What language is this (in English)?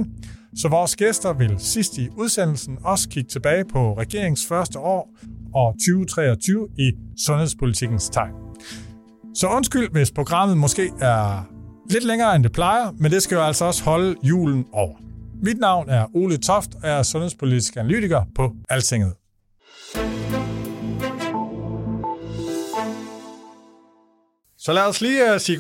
Danish